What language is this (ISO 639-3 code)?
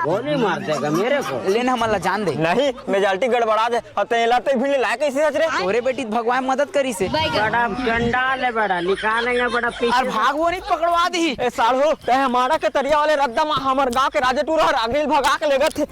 hne